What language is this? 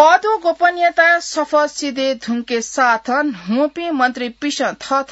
Newari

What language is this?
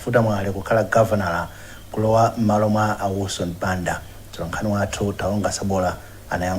Nyanja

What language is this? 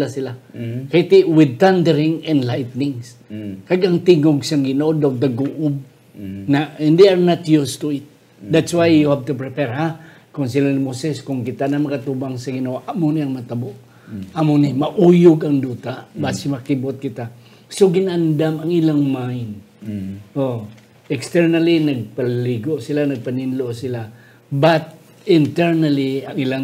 Hiligaynon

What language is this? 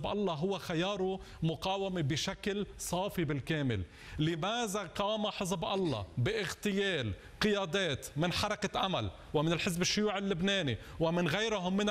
Arabic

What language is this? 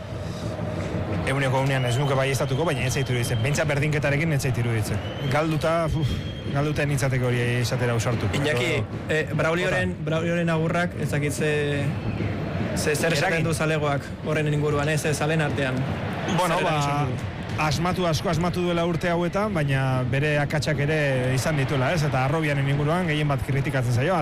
Basque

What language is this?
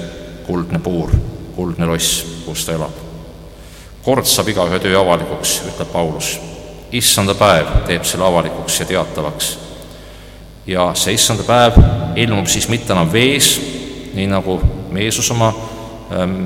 Estonian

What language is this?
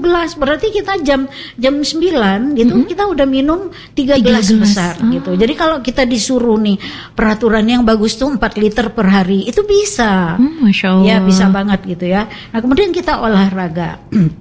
Indonesian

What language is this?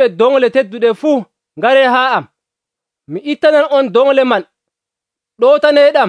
Nigerian Fulfulde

